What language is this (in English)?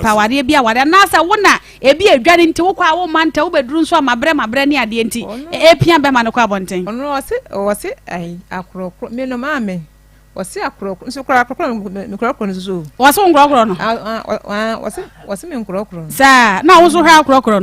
Akan